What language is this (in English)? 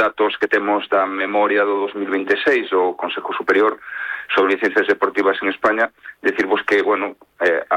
Galician